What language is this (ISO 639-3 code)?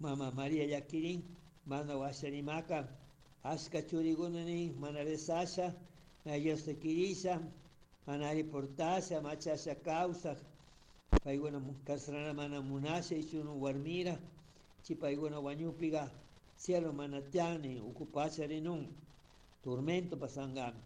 qug